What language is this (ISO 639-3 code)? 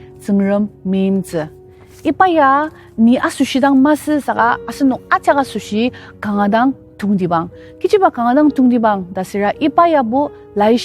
njo